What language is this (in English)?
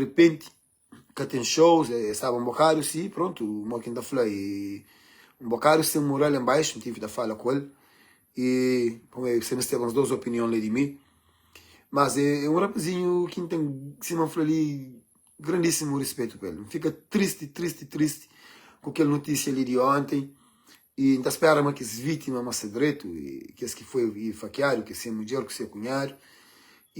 Kabuverdianu